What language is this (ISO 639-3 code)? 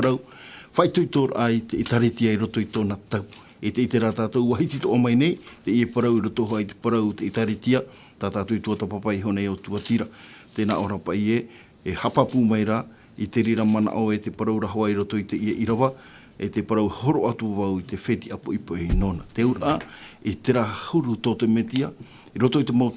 tah